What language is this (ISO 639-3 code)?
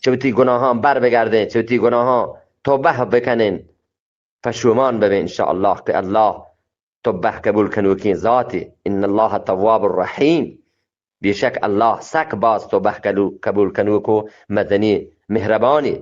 bgp